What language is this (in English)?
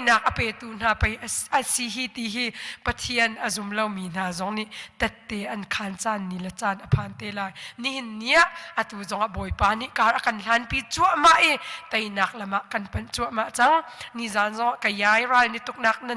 Hakha Chin